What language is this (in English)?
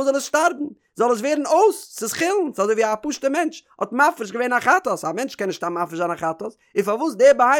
Yiddish